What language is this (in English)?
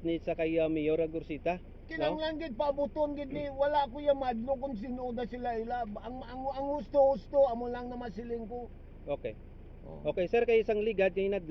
Hiligaynon